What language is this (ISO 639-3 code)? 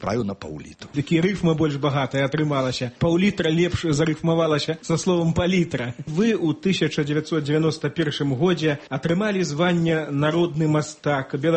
bel